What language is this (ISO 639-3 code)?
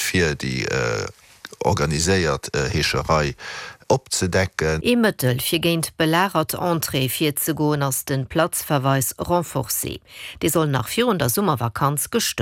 ltz